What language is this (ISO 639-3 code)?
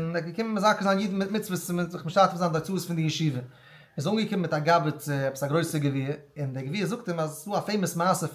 yid